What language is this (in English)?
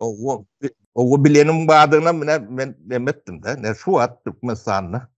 Turkmen